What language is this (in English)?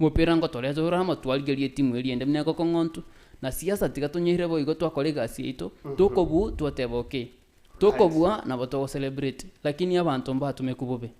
Gusii